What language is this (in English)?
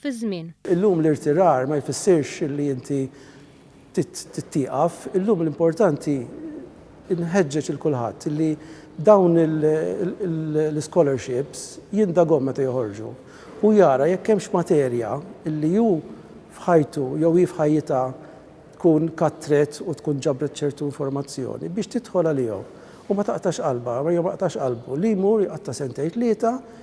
Maltese